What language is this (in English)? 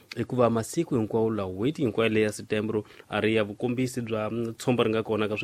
Tsonga